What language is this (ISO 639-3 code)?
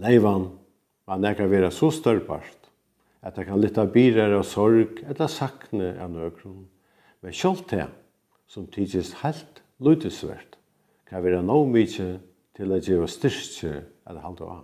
fao